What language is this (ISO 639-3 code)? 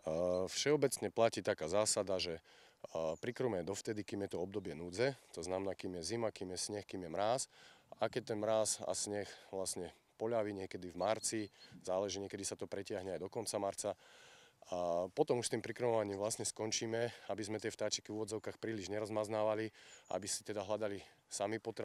slk